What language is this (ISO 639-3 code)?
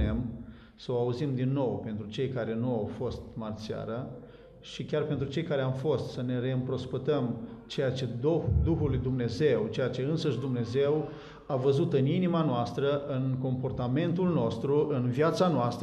ron